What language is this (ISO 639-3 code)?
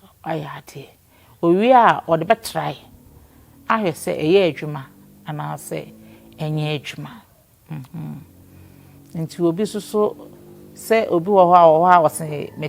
aka